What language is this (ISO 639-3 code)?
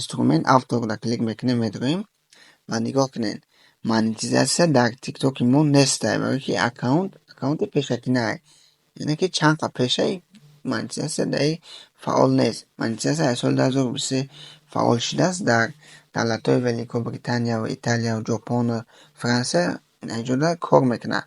tgk